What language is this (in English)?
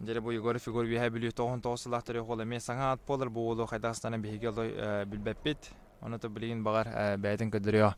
Yakut